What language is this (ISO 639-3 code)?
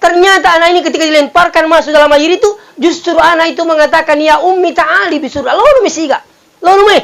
bug